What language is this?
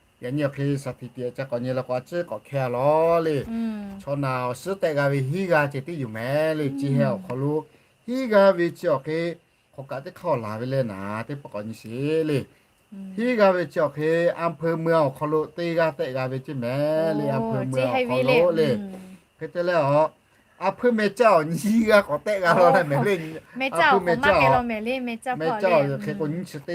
Lahu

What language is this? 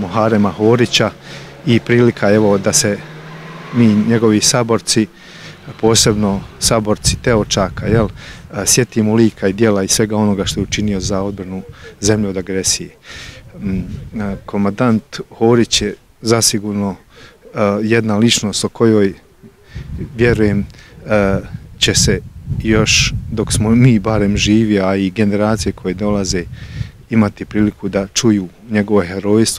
Bosnian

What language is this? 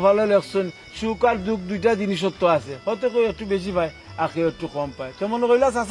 Sylheti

